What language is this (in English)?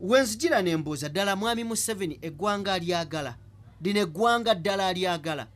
Ganda